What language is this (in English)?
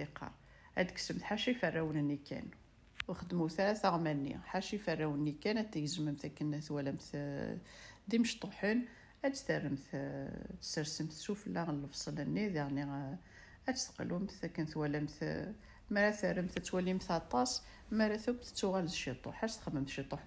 Kabyle